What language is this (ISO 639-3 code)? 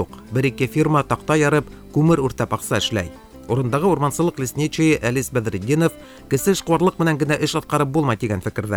bak